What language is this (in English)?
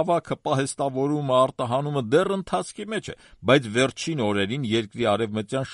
Armenian